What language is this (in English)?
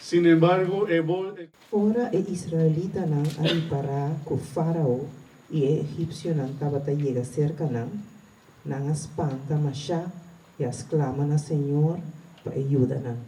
Papiamento